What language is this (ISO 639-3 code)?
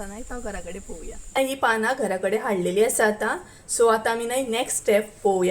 kok